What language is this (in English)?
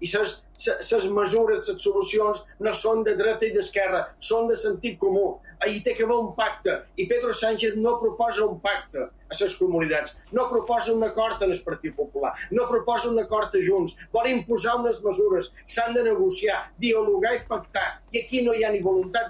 Catalan